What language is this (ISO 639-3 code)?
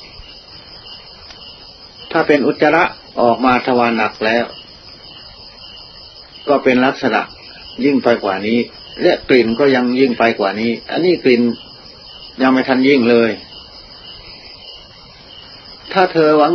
tha